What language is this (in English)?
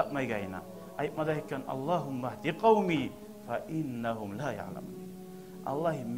Kumyk